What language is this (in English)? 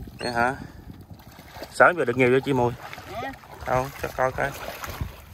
Vietnamese